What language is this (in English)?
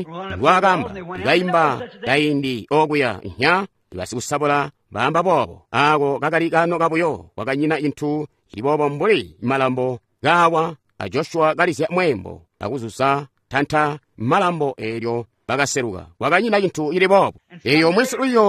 Tonga (Zambia)